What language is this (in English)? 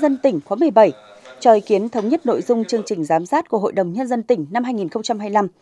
Vietnamese